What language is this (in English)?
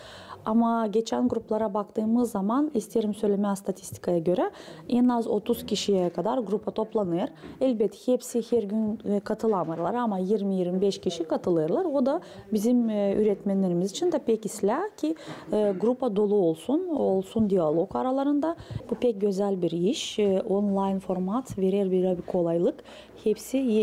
Gagauz